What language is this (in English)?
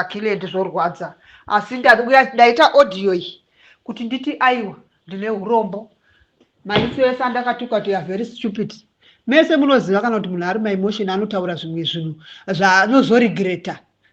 Shona